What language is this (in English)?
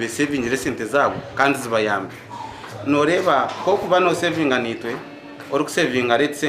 Nyankole